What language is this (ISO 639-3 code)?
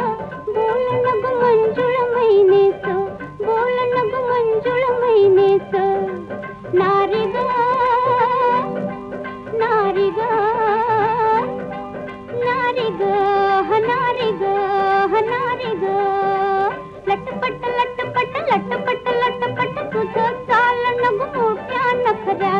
mar